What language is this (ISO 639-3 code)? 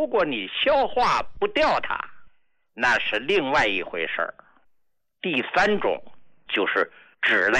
zho